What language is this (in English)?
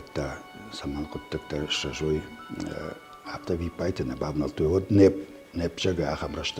Ossetic